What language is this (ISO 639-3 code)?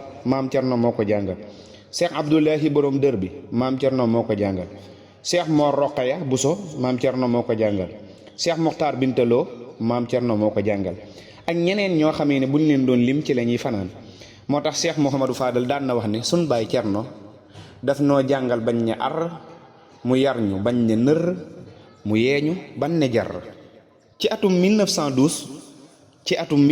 wol